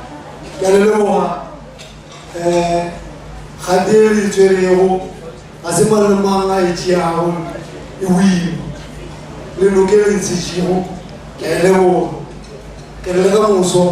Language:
Northern Sotho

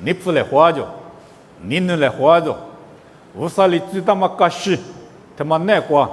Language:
Lisu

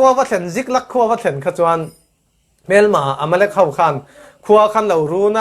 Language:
Falam Chin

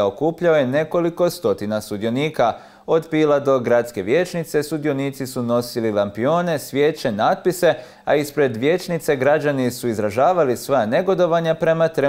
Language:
Croatian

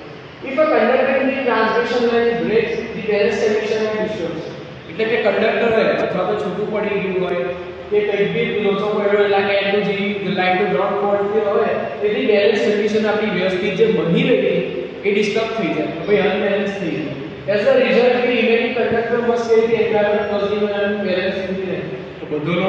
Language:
Gujarati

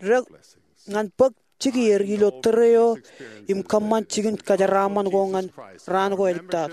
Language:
Marshallese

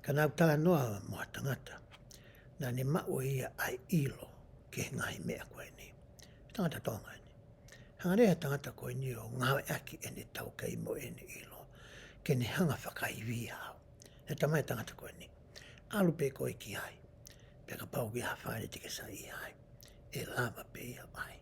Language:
Tongan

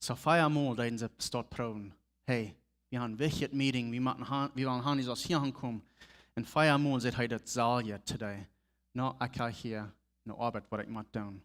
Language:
Plautdietsch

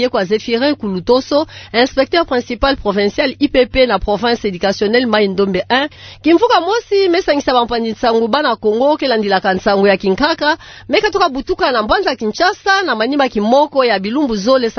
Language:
Kituba (Democratic Republic of Congo)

